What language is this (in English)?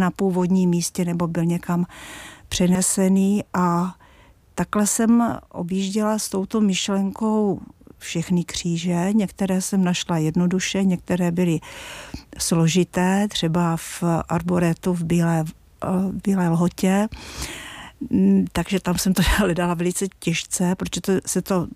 Czech